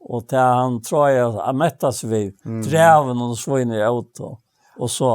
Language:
Faroese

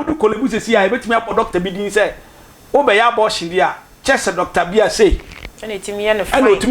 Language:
Akan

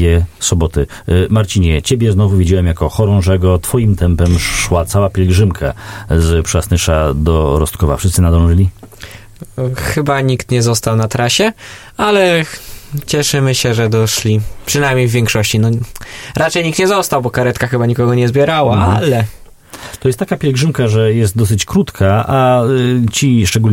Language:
Polish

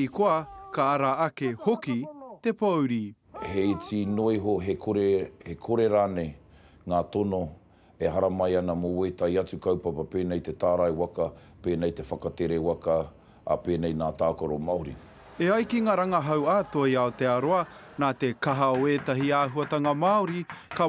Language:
Māori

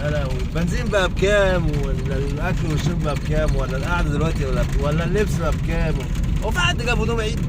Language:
Egyptian Arabic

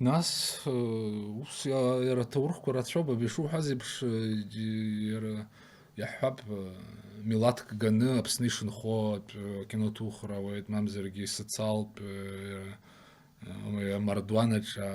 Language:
Abkhazian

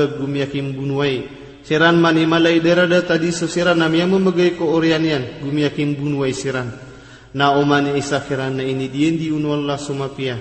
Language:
Maranao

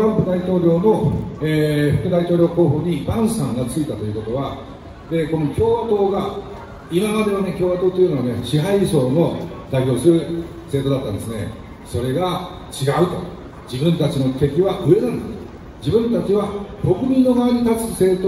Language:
Japanese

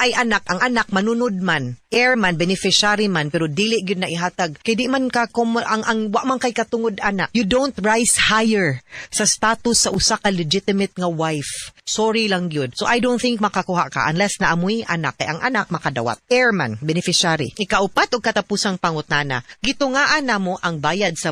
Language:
Cebuano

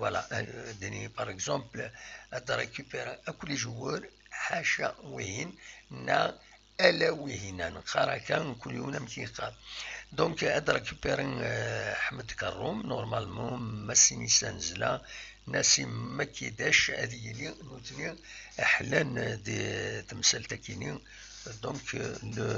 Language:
Kabyle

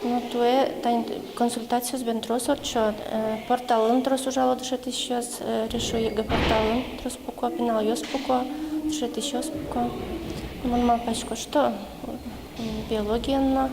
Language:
Udmurt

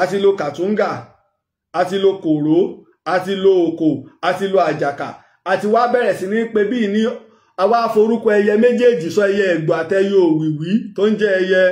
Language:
Yoruba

